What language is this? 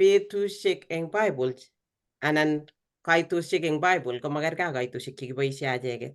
Kalenjin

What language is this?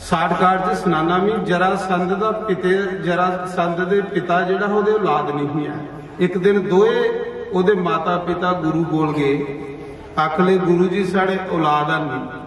Dogri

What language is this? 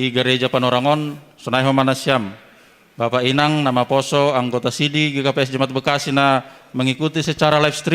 Batak Simalungun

